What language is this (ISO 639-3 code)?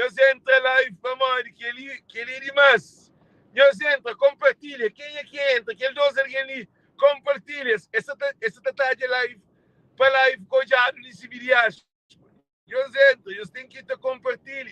kea